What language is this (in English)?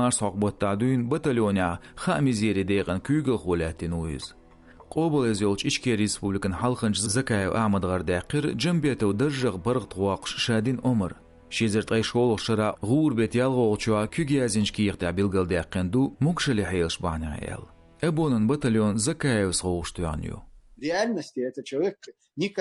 Chechen